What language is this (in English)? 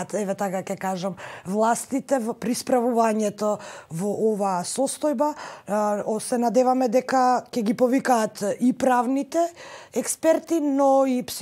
Macedonian